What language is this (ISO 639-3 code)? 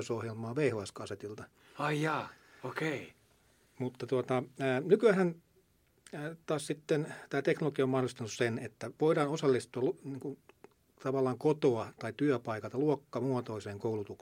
fin